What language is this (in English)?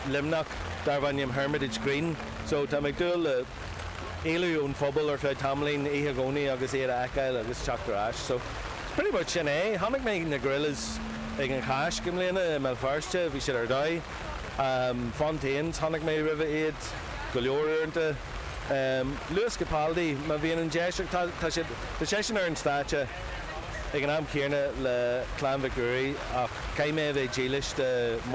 Irish